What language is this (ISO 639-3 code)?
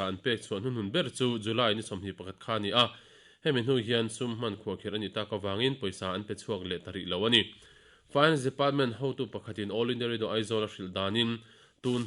lus